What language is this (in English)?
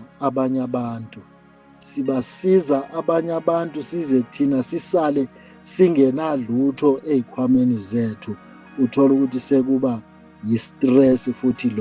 Zulu